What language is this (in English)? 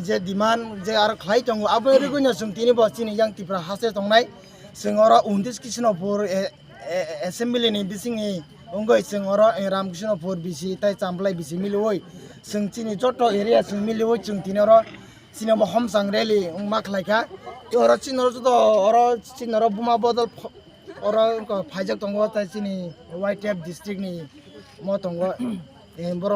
Kok Borok